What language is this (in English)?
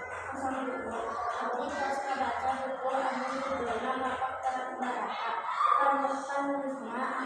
Sundanese